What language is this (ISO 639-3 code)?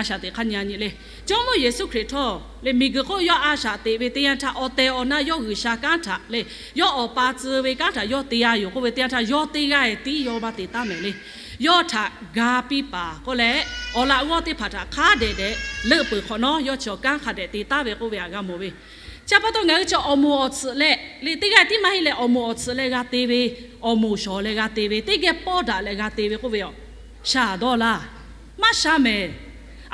lhu